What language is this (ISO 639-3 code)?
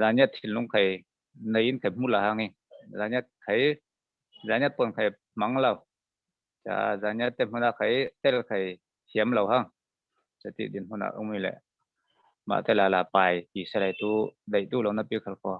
cfm